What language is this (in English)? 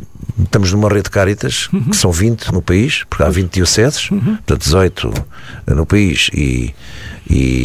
Portuguese